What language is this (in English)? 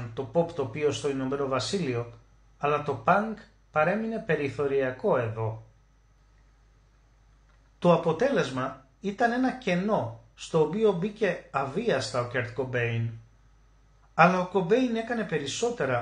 Greek